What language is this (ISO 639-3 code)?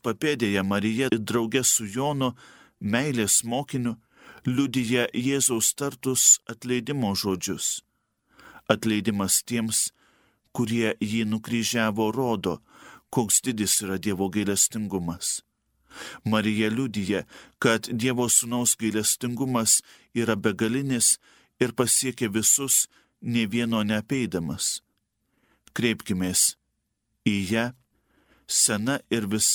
lit